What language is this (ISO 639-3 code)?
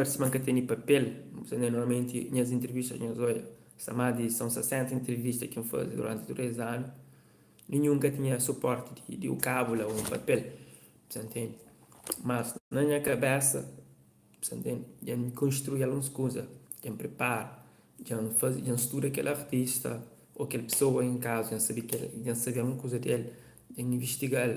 kea